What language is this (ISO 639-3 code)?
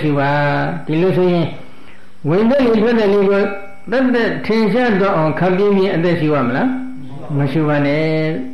mya